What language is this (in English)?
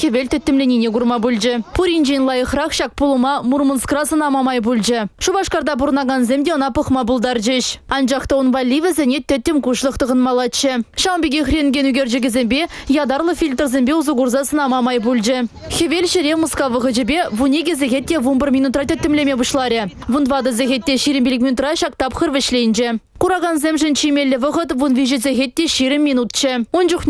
Chuvash